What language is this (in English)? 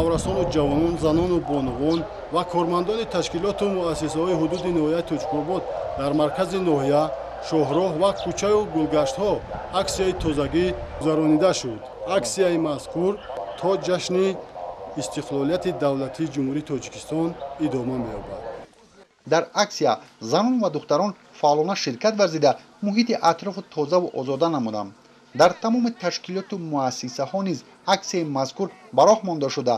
Tajik